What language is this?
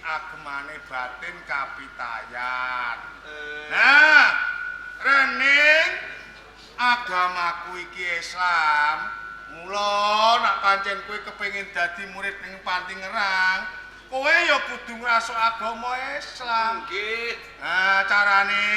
Javanese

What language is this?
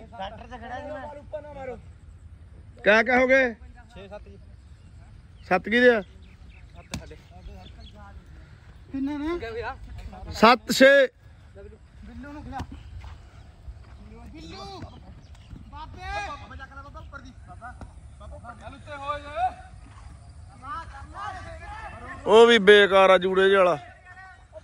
Punjabi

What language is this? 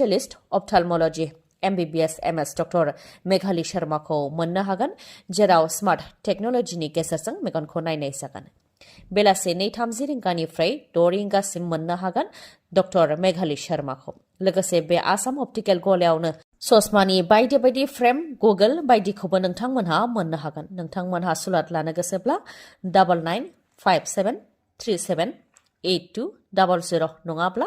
Bodo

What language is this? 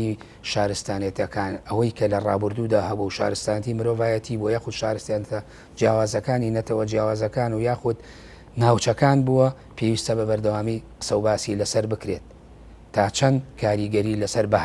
Central Kurdish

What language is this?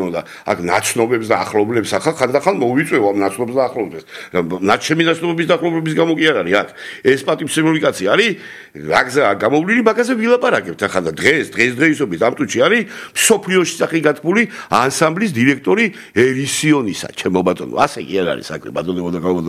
Georgian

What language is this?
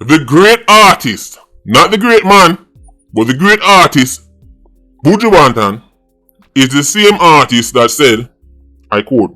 Jamaican Creole English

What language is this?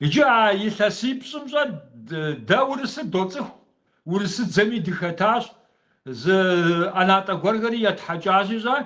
Kabardian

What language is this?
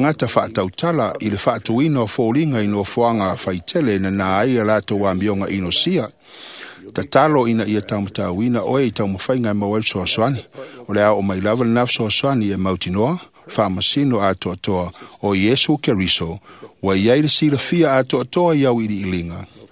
Samoan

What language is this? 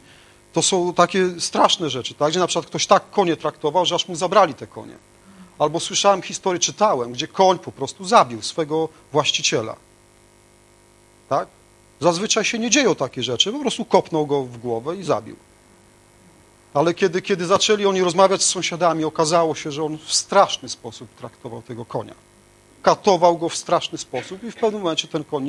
Polish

